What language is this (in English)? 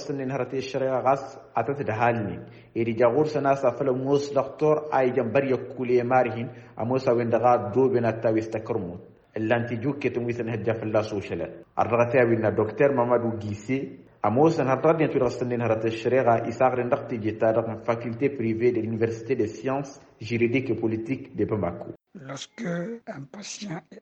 Tamasheq